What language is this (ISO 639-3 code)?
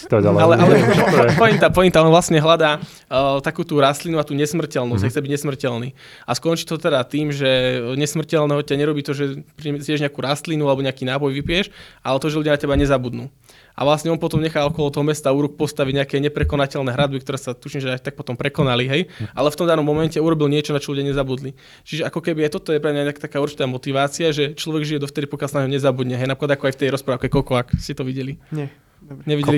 slk